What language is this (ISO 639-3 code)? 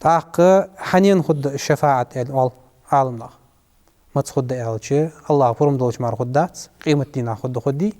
inh